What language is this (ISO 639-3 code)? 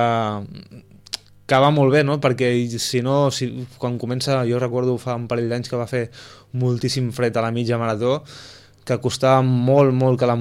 cat